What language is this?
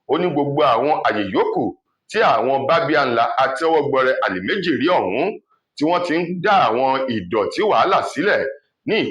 Yoruba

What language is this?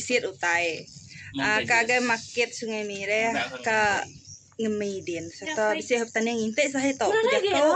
Iban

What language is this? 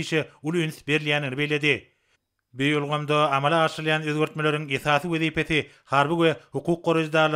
Turkmen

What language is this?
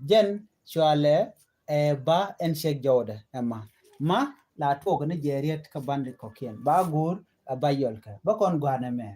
Nuer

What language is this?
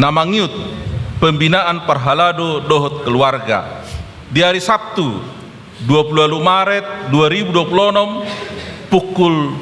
Batak Toba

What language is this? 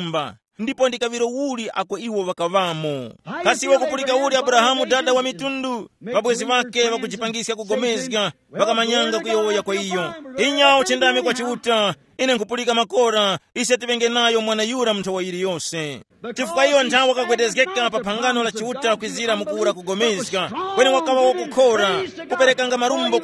Tumbuka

